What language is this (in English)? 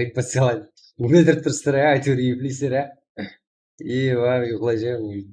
Kara-Kalpak